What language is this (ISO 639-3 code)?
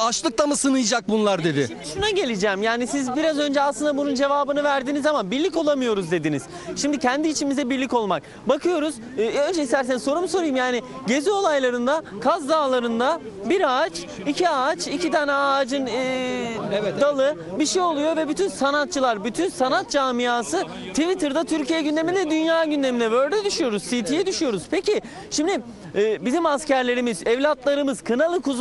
tur